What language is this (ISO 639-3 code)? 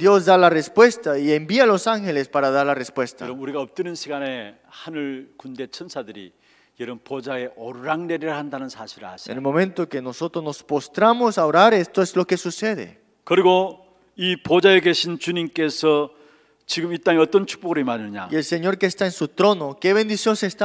kor